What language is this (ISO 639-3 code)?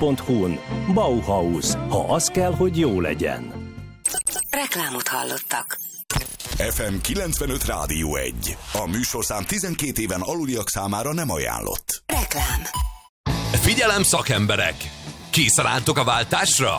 hun